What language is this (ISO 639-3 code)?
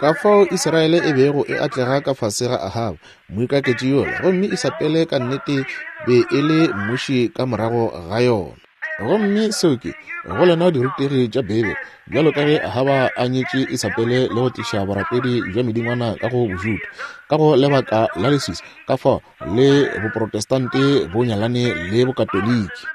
nso